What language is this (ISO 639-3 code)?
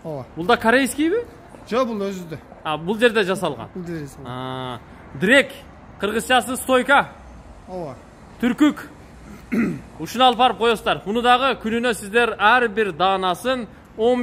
kir